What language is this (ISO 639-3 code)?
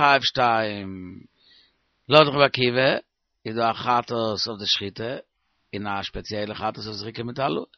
yid